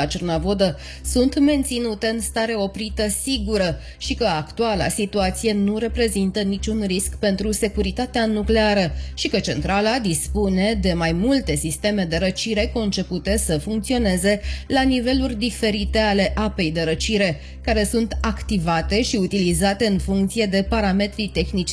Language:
Romanian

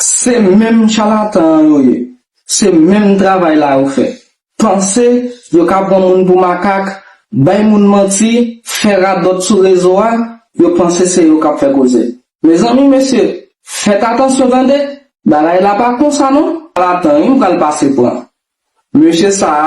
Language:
Haitian Creole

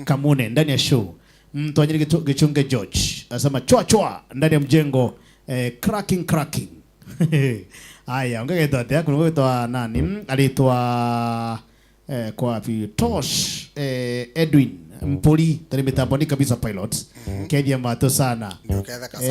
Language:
Meru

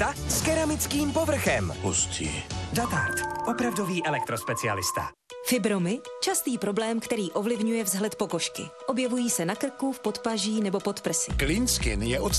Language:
Czech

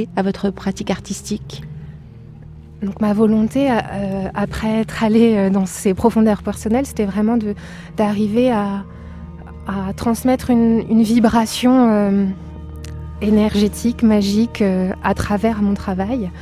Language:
French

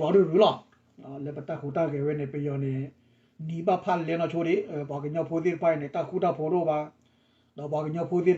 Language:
S'gaw Karen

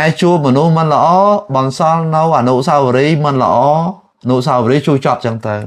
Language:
Khmer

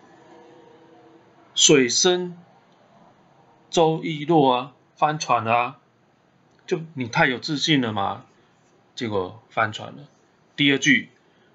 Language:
Chinese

